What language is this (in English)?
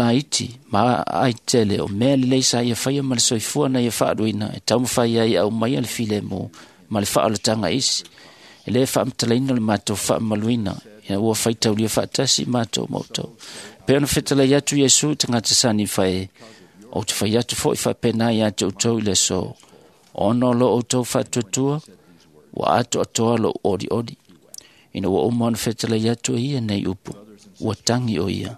Samoan